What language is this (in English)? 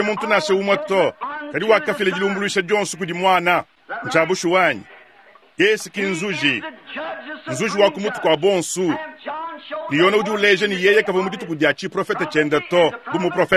Luba-Lulua